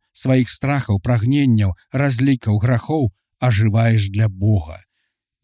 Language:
Belarusian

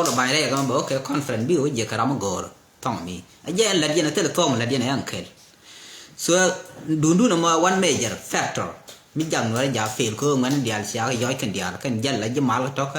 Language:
Nuer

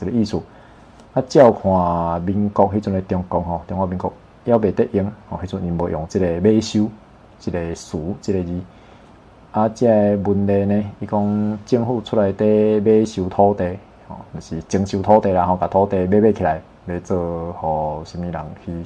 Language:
Min Nan Chinese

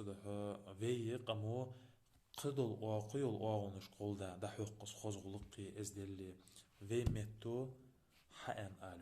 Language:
Ingush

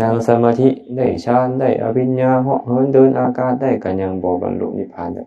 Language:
Lao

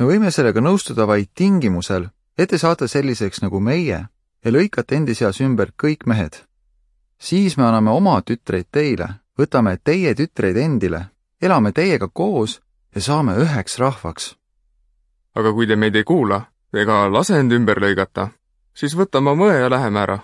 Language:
Estonian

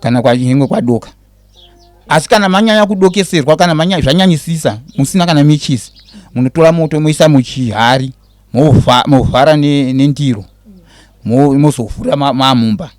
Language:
Shona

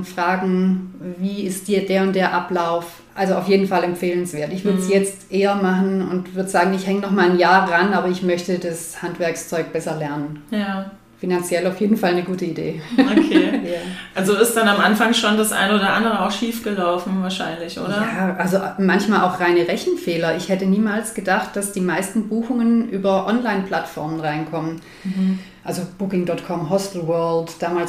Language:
German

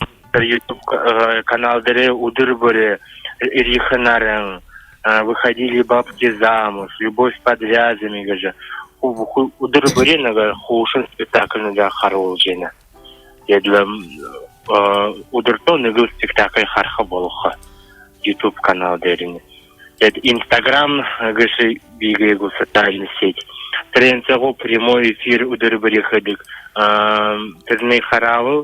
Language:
Buriat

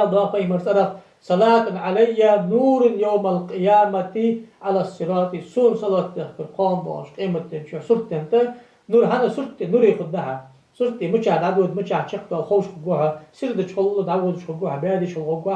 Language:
Ingush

